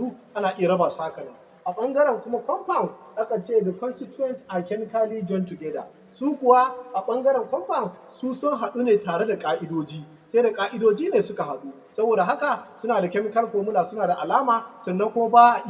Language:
Hausa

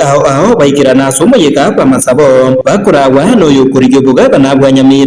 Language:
Gusii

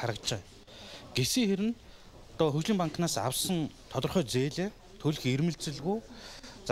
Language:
Mongolian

